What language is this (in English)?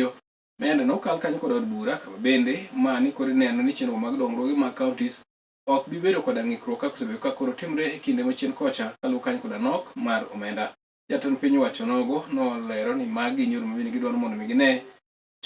Luo (Kenya and Tanzania)